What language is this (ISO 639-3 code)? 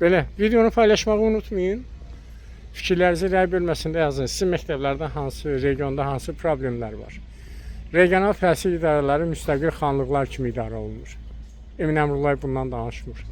aze